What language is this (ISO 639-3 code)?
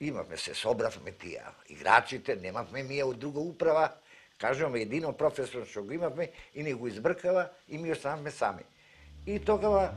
mkd